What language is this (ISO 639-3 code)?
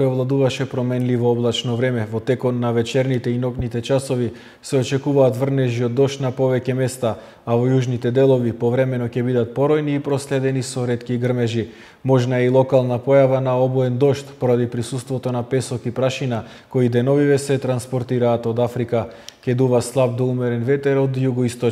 mkd